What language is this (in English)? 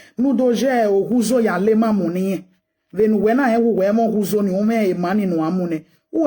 Nigerian Pidgin